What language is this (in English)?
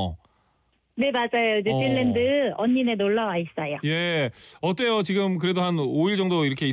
Korean